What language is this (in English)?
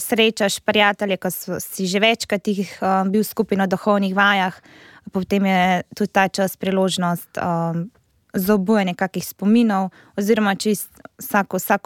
Slovenian